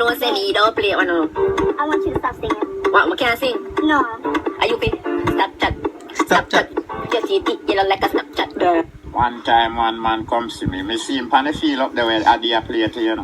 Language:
Jamaican Creole English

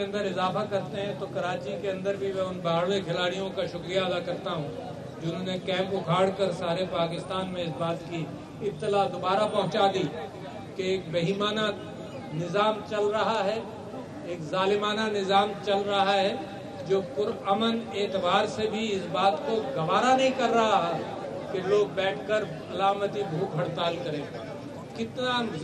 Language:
Urdu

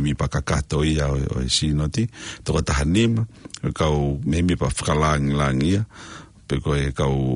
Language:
Tongan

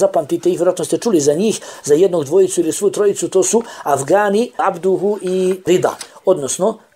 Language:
Bosnian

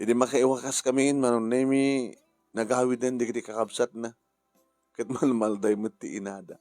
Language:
Iloko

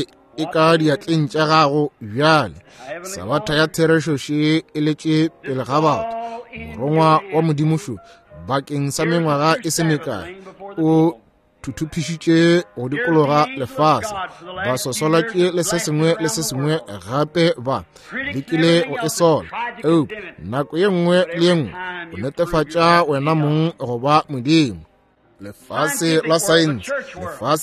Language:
Northern Sotho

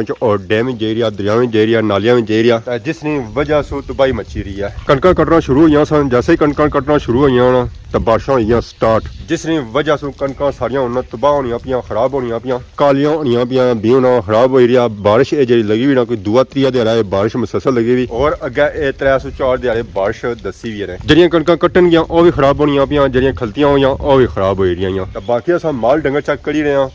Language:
Pahari-Potwari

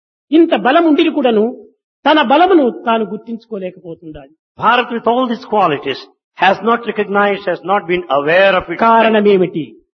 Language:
Telugu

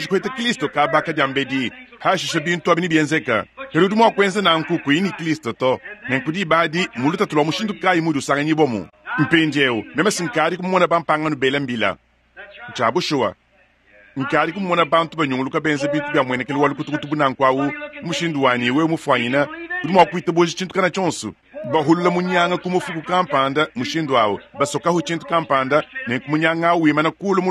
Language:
Luba-Lulua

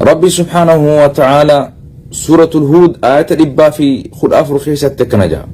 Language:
Oromo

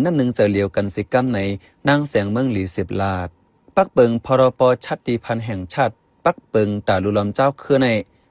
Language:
Shan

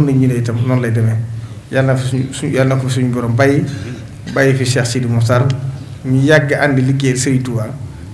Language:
Wolof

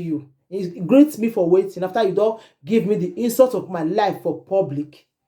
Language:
Nigerian Pidgin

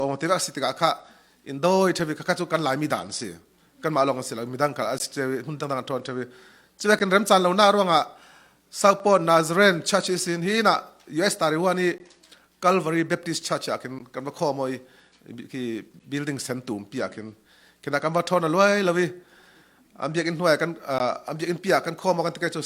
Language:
Falam Chin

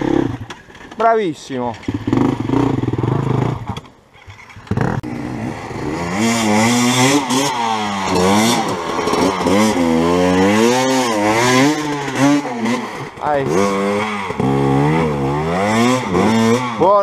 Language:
Italian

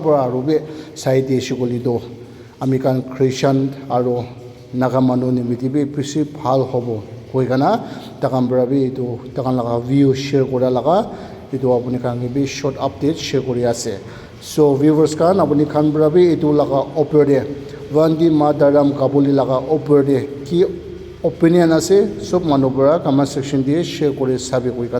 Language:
Naga Pidgin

